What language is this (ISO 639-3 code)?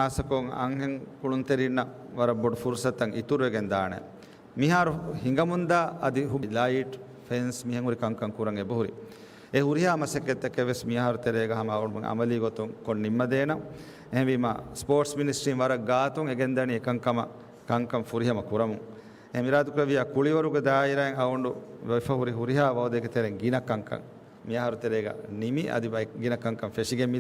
div